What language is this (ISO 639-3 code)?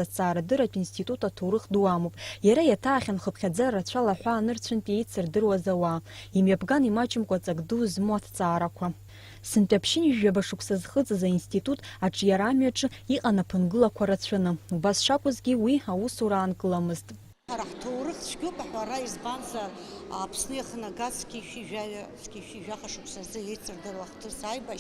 abk